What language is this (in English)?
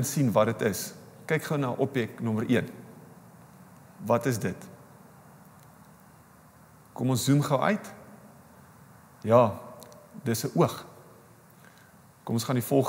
Afrikaans